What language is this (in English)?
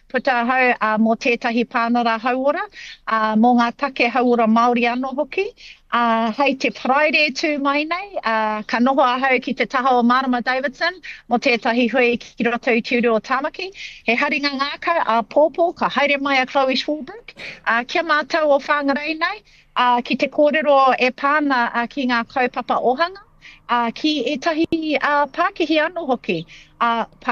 Māori